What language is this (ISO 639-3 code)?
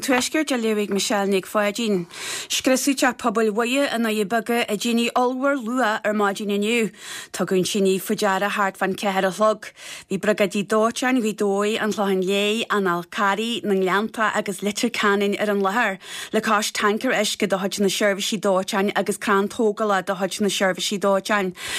gle